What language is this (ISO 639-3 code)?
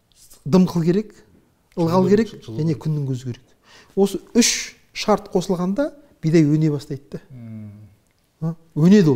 kaz